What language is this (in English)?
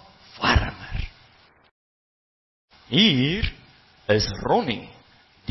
Afrikaans